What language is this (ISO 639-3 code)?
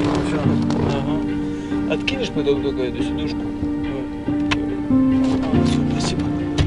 rus